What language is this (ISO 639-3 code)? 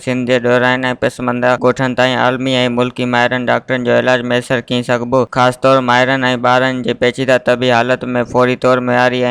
snd